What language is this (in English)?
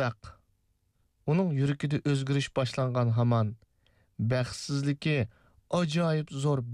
Uyghur